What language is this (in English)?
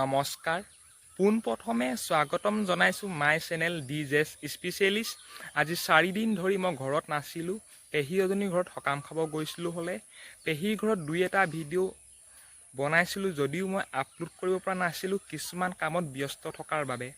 Assamese